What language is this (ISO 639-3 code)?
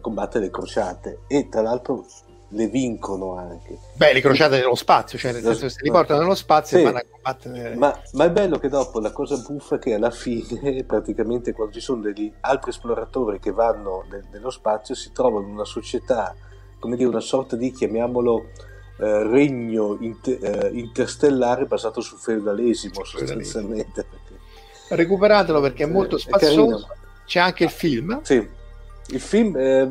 ita